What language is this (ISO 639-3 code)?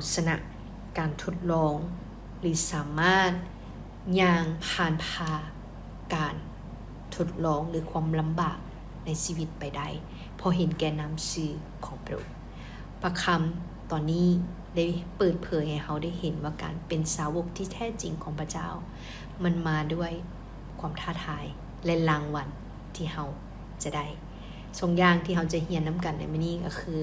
lao